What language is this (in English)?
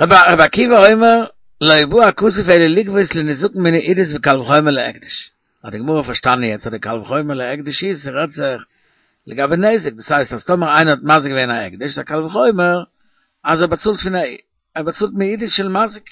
Yiddish